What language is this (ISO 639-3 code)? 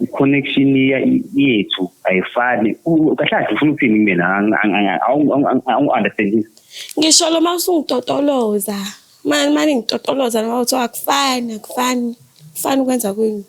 zul